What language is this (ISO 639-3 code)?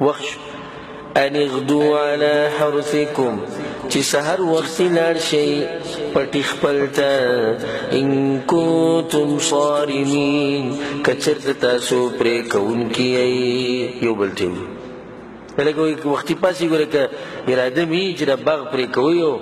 pus